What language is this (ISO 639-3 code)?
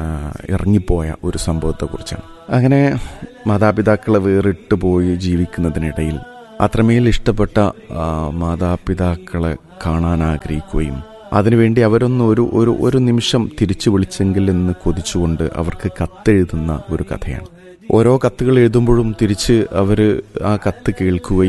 mal